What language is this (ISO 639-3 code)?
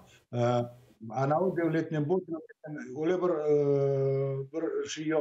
crh